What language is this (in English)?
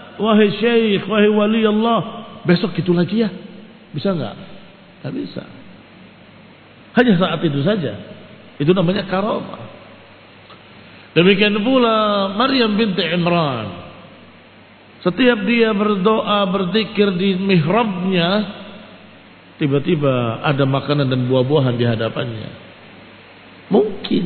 Indonesian